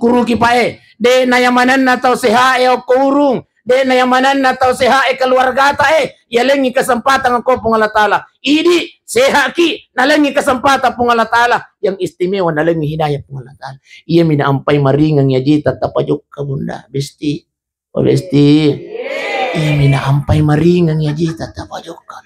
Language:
Buginese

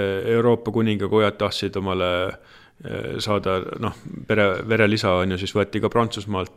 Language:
Estonian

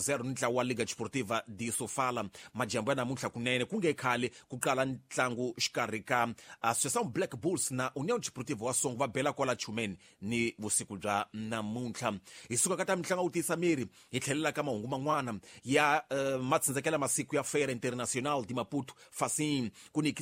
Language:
Tsonga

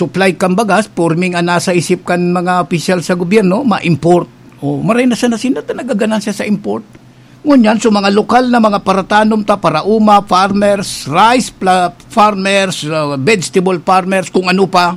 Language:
Bikol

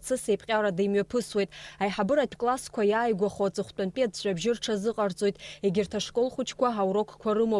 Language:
Abkhazian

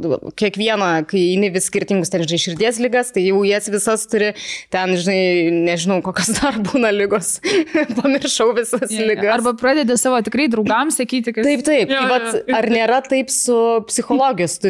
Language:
Lithuanian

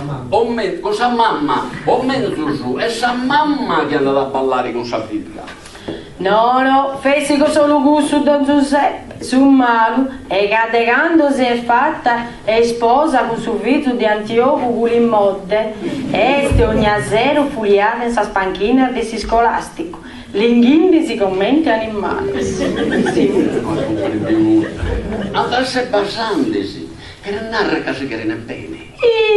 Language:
Sardinian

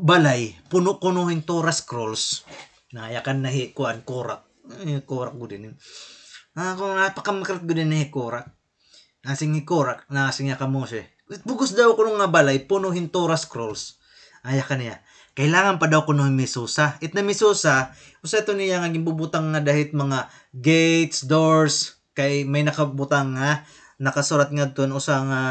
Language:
Waray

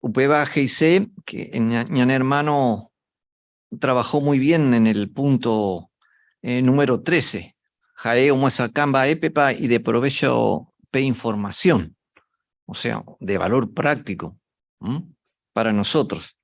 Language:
Guarani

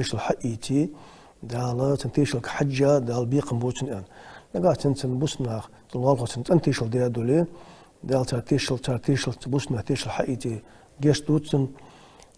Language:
Ingush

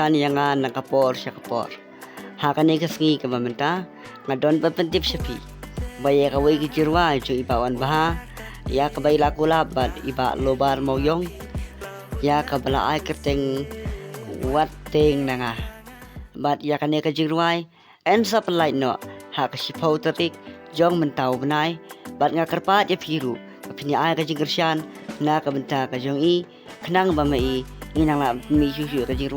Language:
Khasi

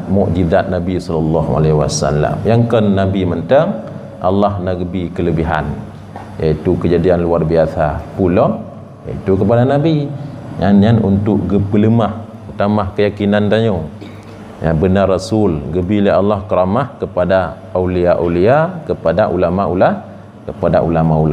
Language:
Achinese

